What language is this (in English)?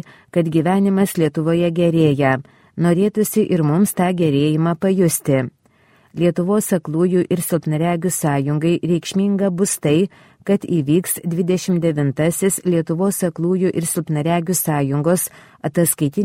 Lithuanian